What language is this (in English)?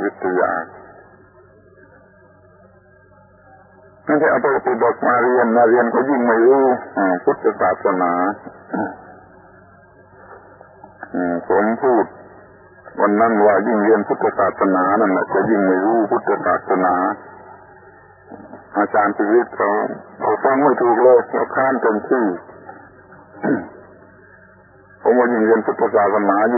Thai